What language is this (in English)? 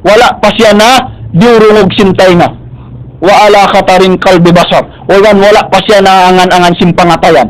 Tausug